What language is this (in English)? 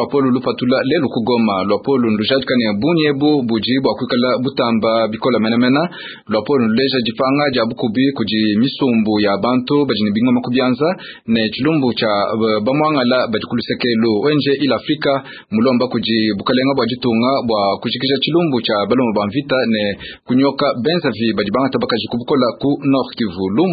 Luba-Lulua